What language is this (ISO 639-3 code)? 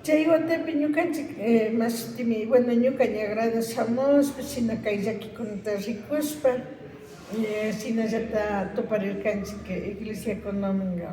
qvi